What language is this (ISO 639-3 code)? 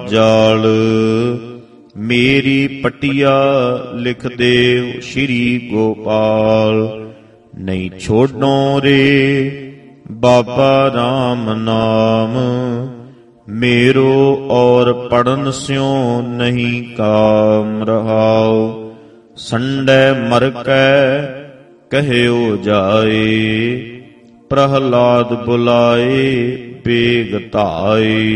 pan